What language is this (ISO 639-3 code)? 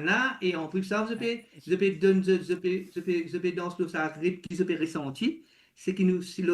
mfe